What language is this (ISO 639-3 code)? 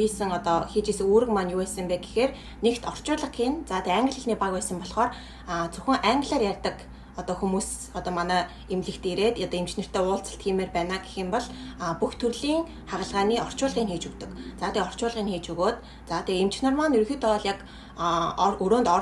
mon